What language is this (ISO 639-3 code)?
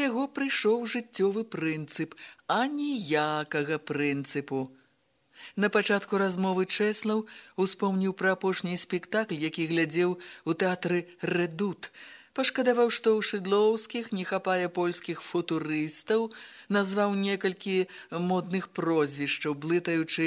bel